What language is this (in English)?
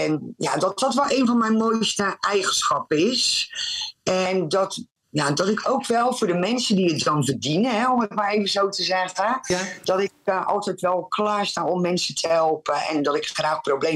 Dutch